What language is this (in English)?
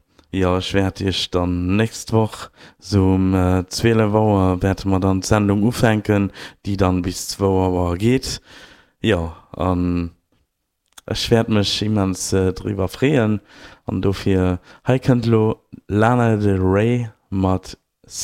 Luxembourgish